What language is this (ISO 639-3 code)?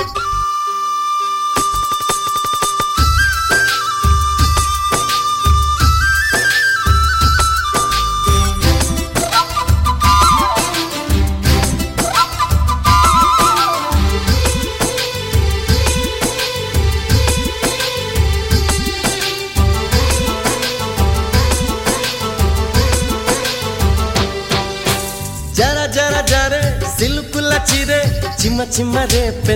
tel